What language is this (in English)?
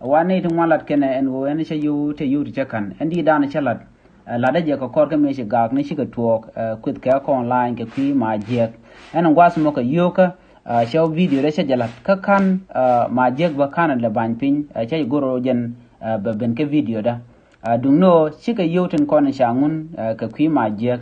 Nuer